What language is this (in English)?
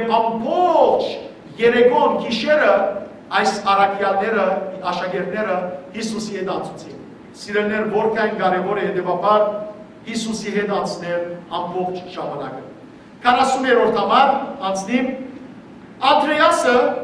Western Armenian